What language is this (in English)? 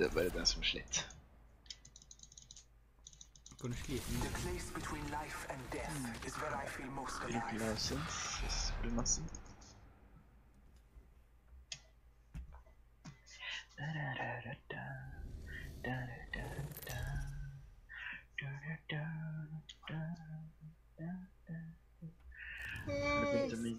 Norwegian